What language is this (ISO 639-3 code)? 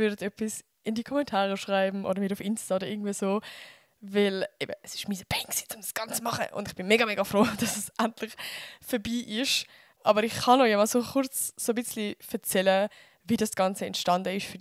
gsw